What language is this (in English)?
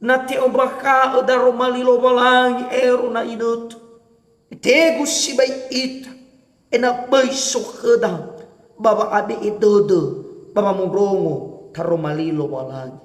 Nias